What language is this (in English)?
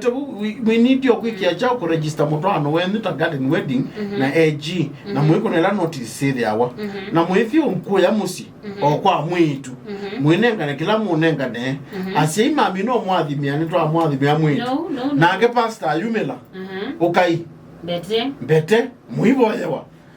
Kamba